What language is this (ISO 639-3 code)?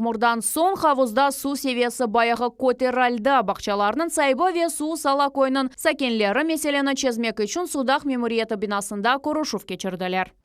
crh